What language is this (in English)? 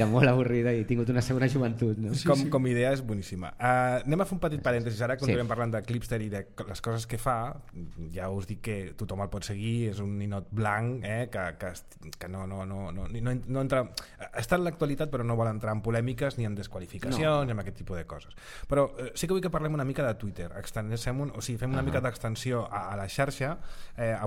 Catalan